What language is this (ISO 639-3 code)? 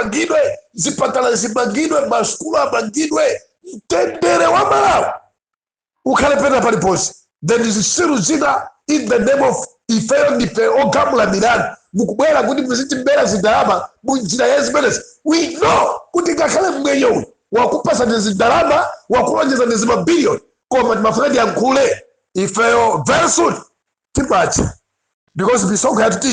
nya